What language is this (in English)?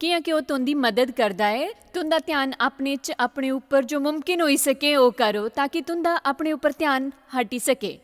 Dogri